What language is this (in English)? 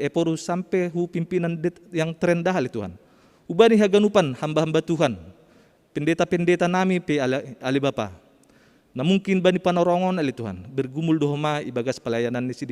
Batak Simalungun